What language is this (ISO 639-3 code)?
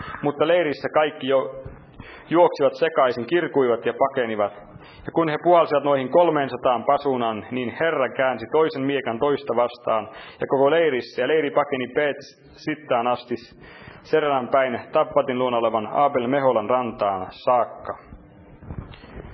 fin